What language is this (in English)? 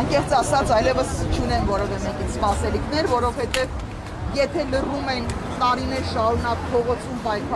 Armenian